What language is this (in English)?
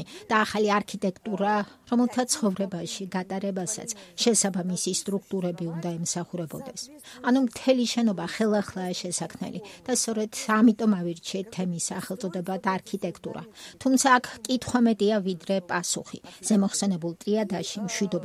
Georgian